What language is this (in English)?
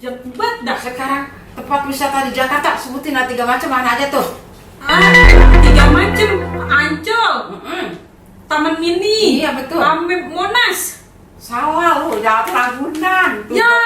Betawi